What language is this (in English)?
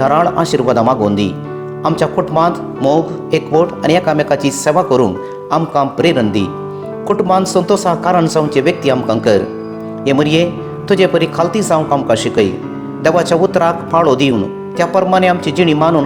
Konkani